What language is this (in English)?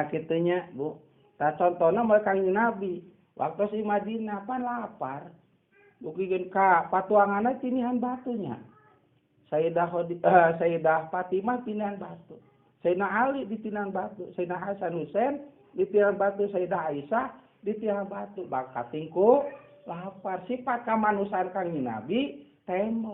Sundanese